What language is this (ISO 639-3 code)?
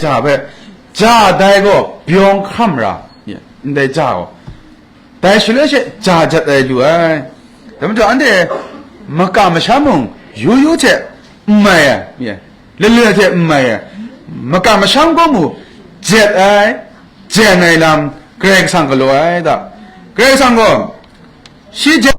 kac